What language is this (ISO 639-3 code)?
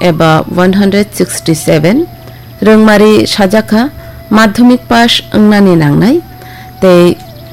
trp